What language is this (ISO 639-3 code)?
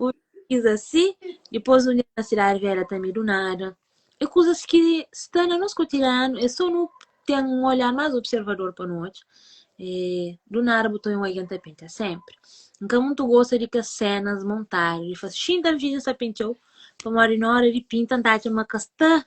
kea